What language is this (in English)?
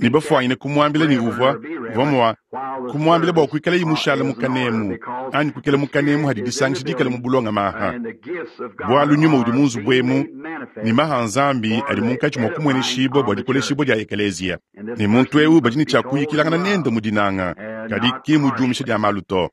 Luba-Lulua